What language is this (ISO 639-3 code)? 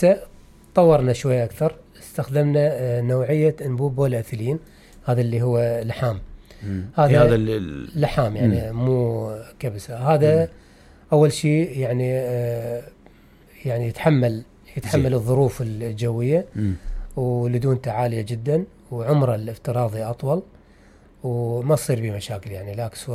acm